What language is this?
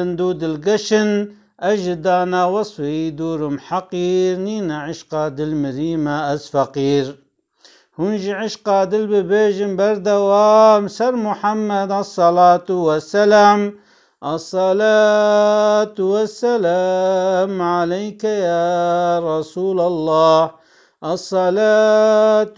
Kurdish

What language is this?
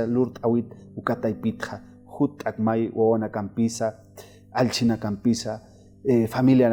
Aymara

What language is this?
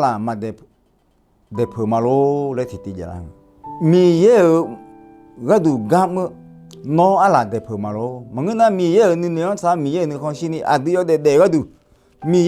Akha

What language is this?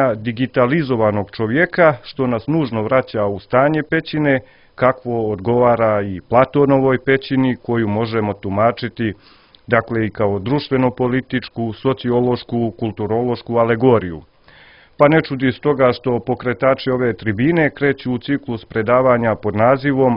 Croatian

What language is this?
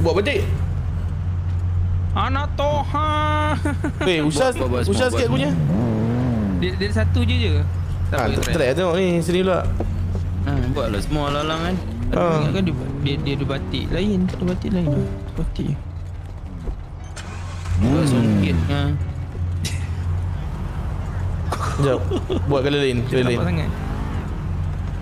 Malay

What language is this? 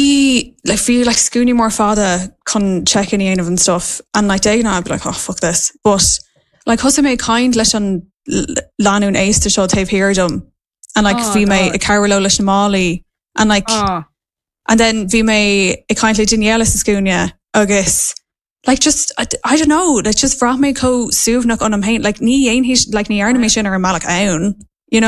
Irish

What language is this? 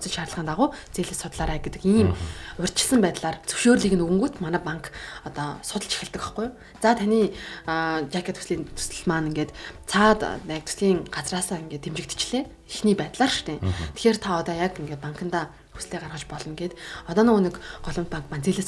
Mongolian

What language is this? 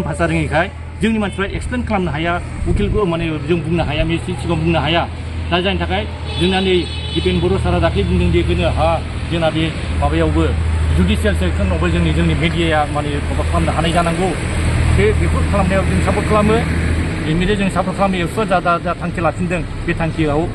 Bodo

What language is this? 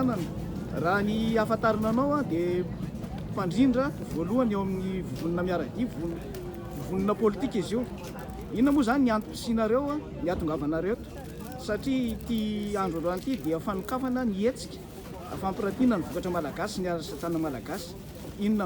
Malagasy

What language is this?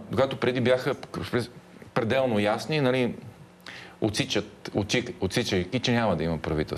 Bulgarian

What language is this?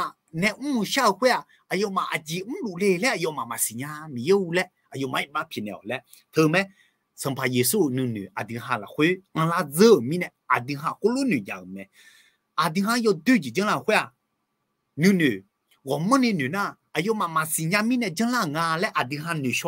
Akha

